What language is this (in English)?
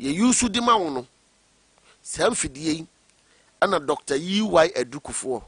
Akan